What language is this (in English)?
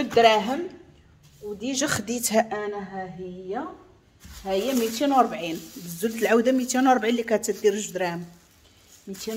Moroccan Arabic